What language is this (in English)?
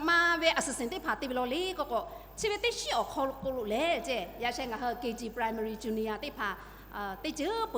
Lahu